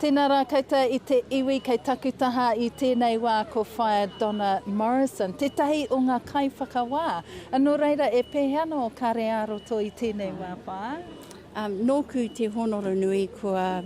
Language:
Māori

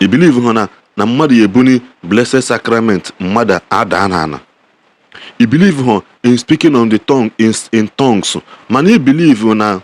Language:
Igbo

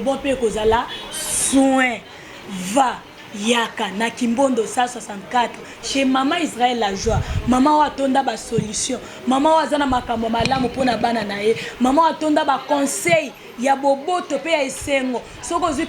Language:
Lingala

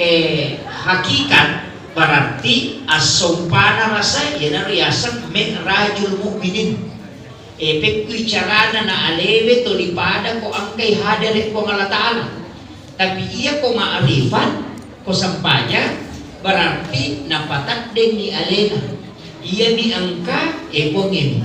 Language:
Buginese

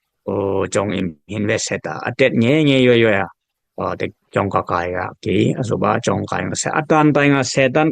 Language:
Dimasa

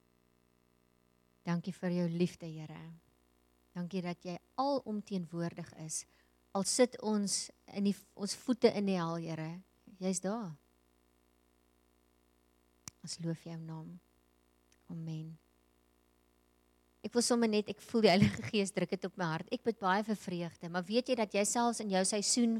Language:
Afrikaans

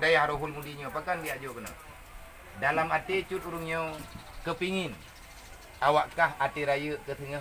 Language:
Achinese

